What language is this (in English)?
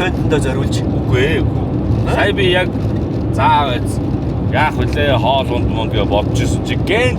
Mongolian